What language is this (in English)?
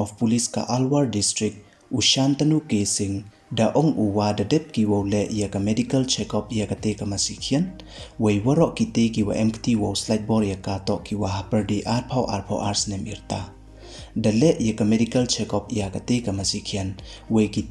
Pnar